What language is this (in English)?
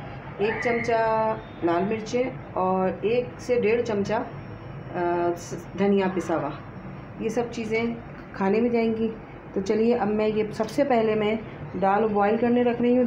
Hindi